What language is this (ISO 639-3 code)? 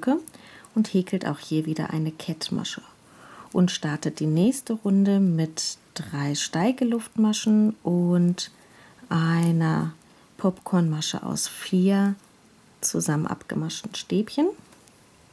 deu